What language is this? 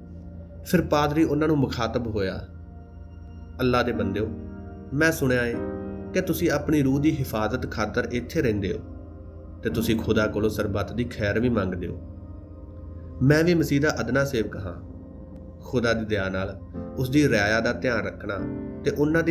Punjabi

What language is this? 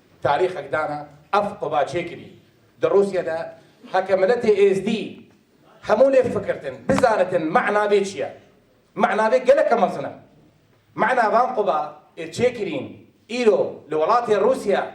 Kurdish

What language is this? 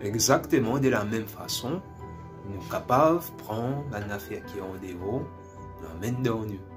Morisyen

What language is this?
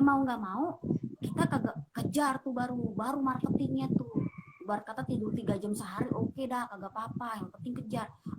Betawi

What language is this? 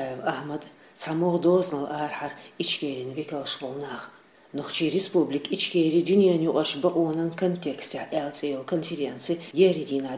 Chechen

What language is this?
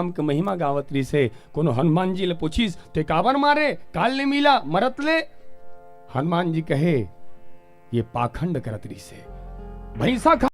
Chhattisgarhi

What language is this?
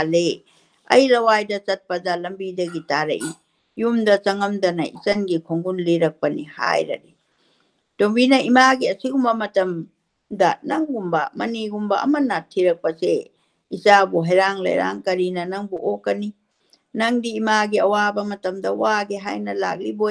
Manipuri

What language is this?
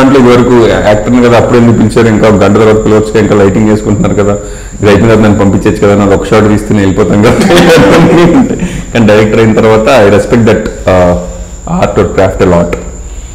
Telugu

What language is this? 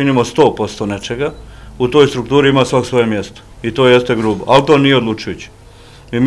Bosnian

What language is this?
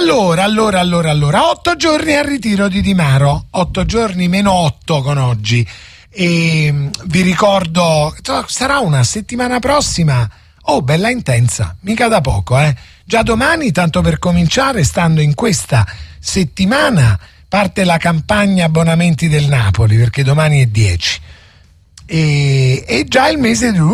Italian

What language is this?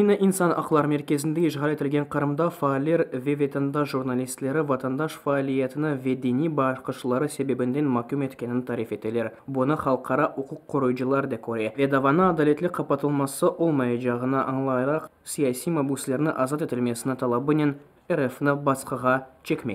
Crimean Tatar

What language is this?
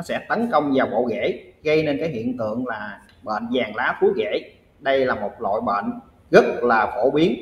Vietnamese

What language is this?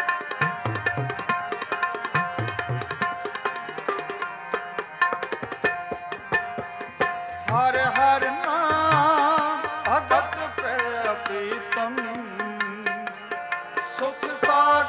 Punjabi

